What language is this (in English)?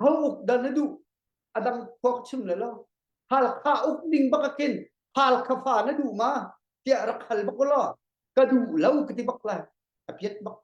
Hakha Chin